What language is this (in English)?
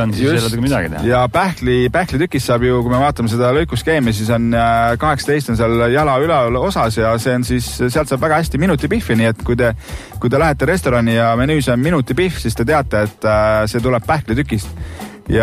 Estonian